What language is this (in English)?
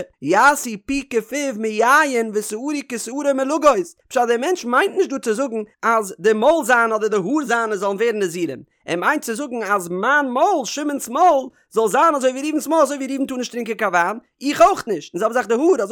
Yiddish